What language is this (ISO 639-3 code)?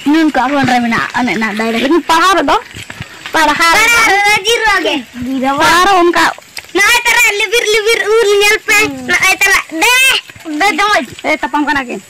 sat